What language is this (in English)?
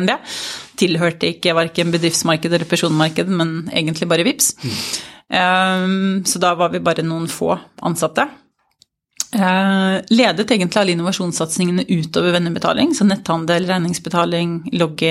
Norwegian